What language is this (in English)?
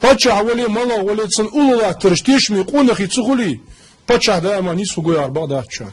Ingush